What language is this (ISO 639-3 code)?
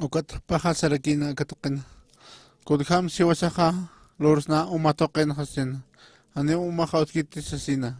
aym